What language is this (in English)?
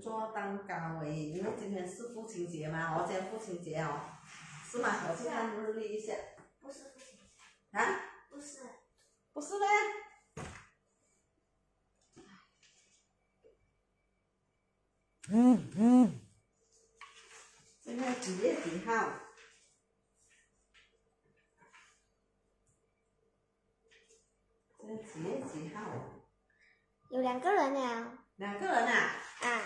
Chinese